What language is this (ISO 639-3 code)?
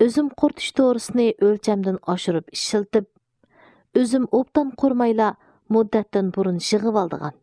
uig